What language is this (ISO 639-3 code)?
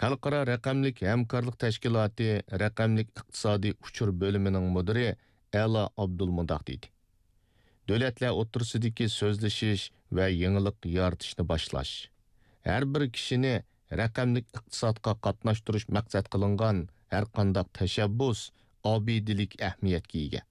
uig